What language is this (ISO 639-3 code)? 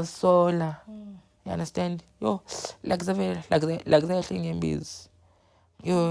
zul